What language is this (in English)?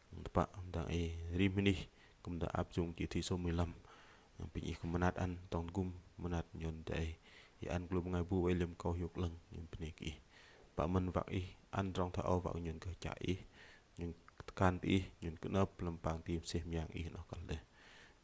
Bahnar